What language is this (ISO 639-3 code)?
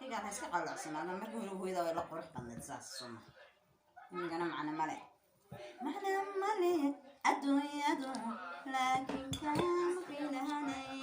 som